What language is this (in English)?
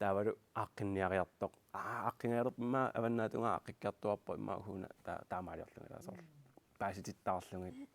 Kalaallisut